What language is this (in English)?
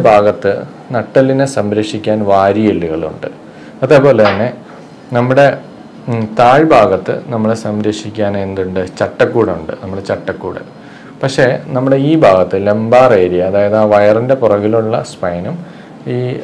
Malayalam